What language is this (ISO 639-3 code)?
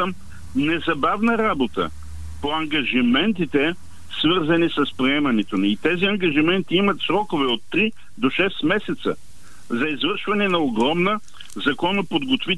bul